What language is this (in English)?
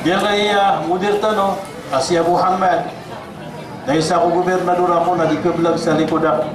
Maranao